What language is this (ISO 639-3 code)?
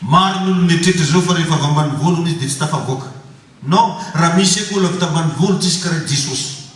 mlg